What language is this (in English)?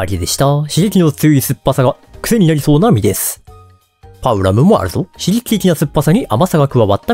Japanese